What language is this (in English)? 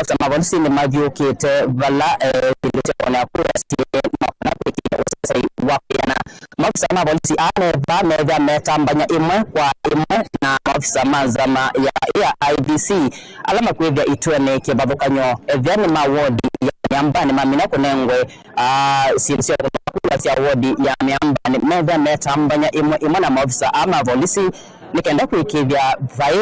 Kamba